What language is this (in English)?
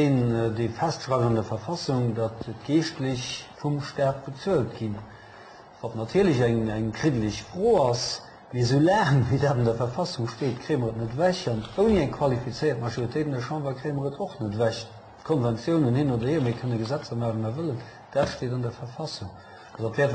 Luxembourgish